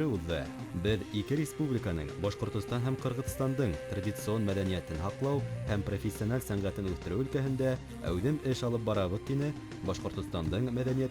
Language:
Bashkir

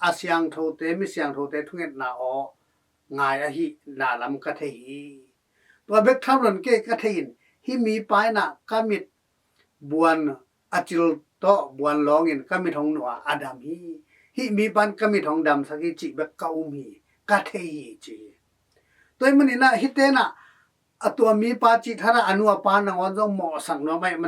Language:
Tedim Chin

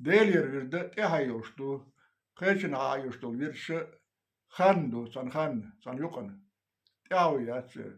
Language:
Chechen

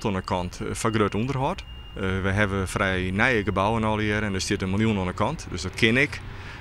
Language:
Western Frisian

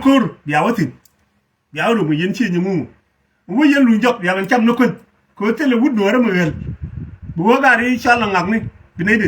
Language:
Nuer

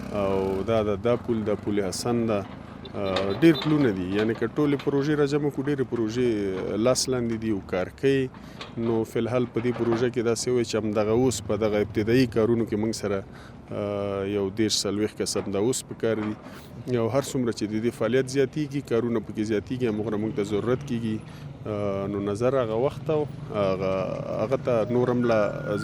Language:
Pashto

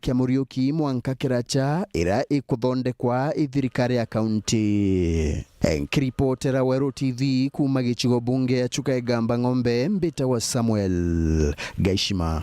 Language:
Meru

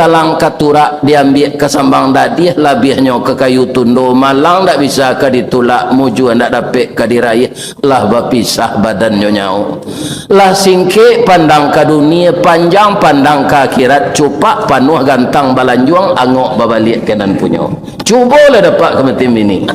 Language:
Minangkabau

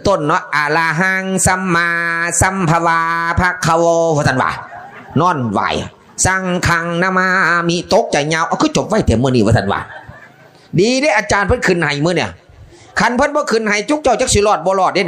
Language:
Northeastern Thai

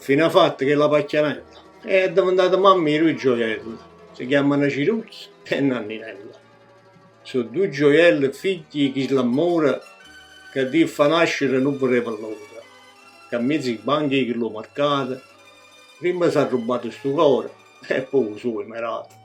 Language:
Neapolitan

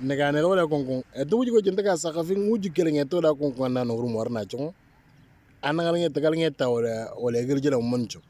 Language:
Moro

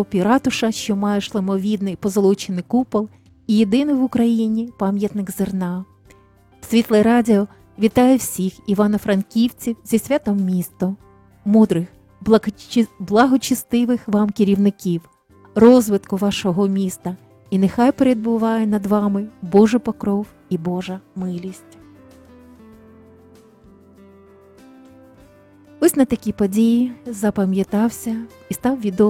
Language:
Ukrainian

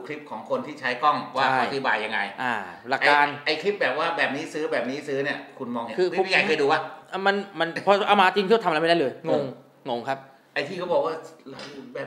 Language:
Thai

